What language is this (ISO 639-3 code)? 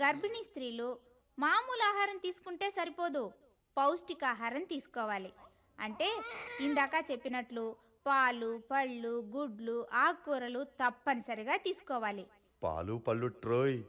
tel